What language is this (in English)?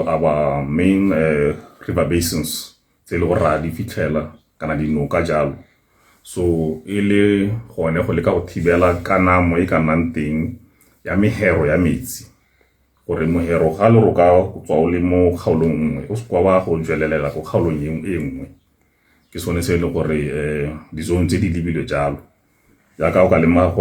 Tswana